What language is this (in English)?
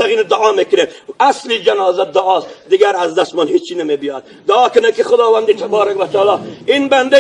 Tajik